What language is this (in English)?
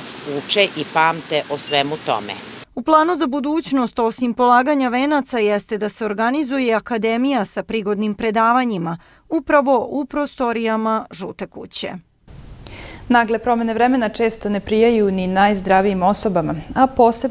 Serbian